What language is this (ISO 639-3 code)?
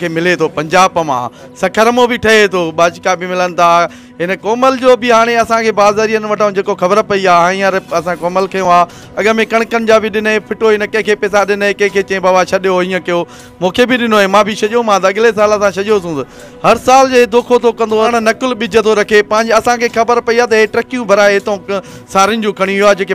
snd